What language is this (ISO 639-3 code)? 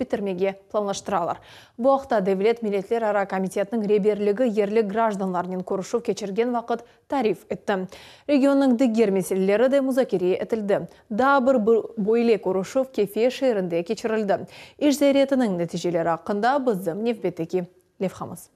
crh